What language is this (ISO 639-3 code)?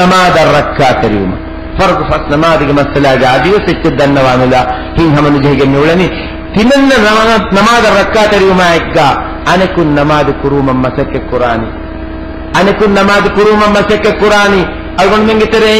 div